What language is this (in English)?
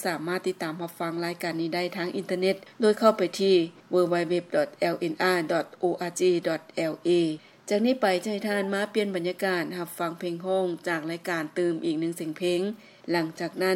Lao